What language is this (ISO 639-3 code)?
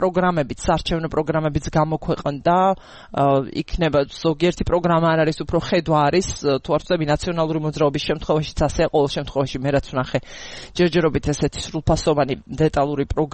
kat